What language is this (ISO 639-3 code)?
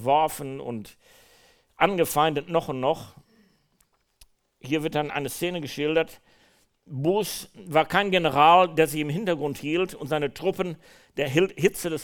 deu